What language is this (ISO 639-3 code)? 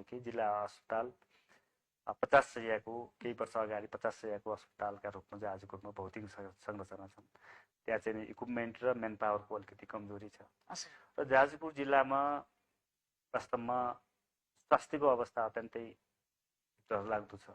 nep